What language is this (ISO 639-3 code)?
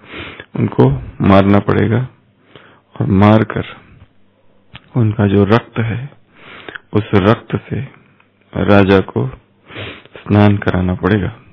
hin